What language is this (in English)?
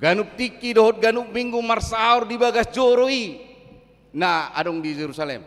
Batak Toba